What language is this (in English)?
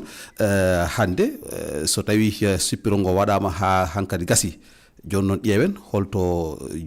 Fula